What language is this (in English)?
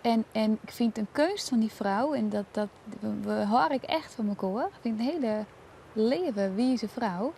Western Frisian